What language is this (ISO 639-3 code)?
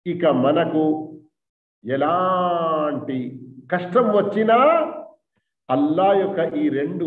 tel